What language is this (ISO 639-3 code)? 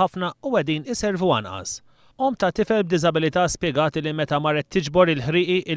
mlt